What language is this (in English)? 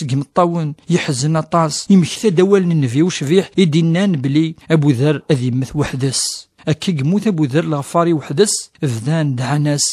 Kabyle